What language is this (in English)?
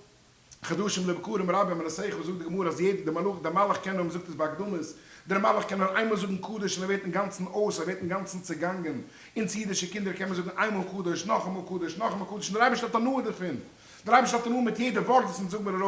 Yiddish